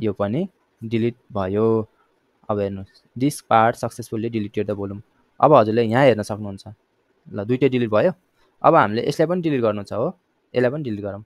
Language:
Nepali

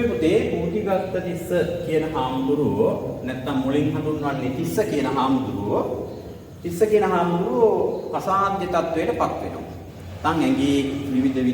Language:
Sinhala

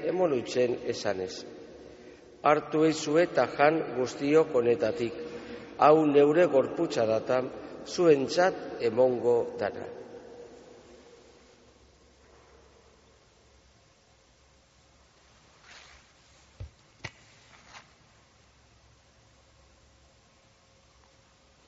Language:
Basque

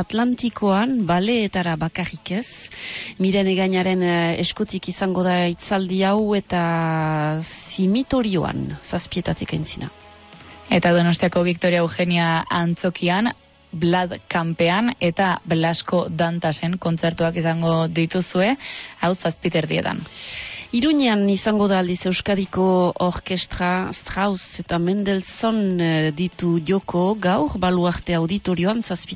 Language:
Basque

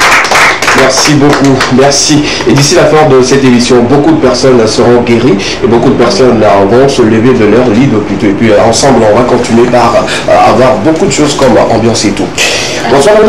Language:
French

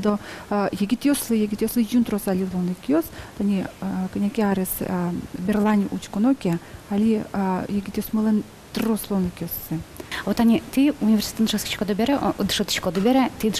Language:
Udmurt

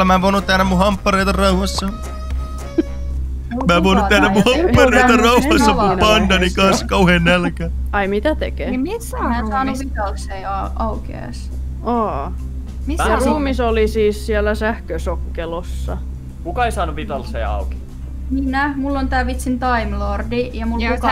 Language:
Finnish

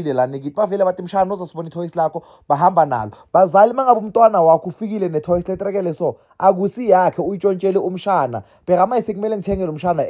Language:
Zulu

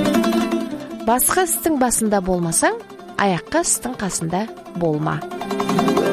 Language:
Kazakh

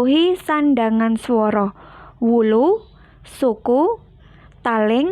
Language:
Javanese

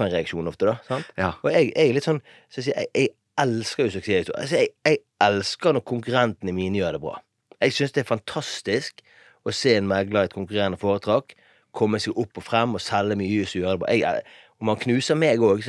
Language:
Norwegian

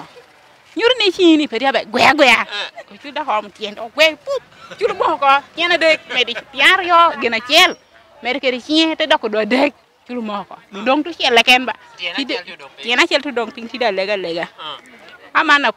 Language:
Lango (Uganda)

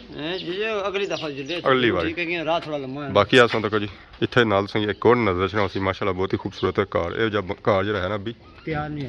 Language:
Pahari-Potwari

